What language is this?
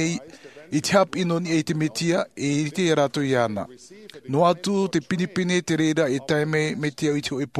Tahitian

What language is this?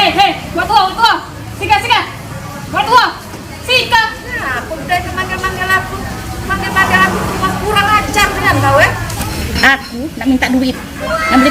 Musi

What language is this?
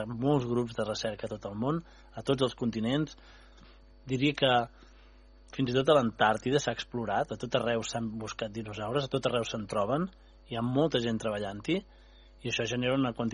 Catalan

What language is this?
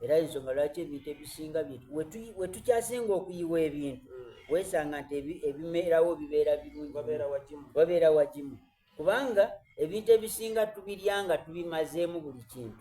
Soga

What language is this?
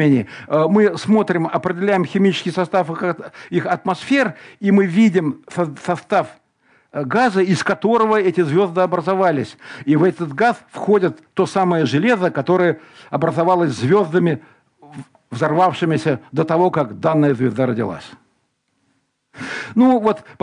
Russian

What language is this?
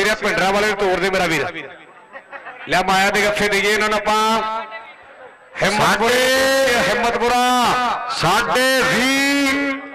Punjabi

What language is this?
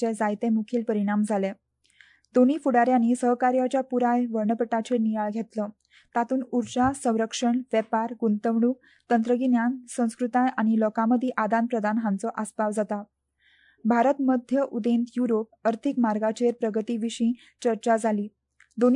Konkani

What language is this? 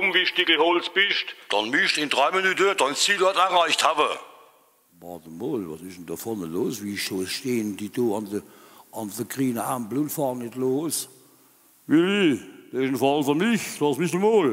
Palatine German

